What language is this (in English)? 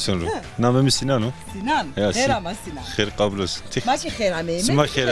Zaza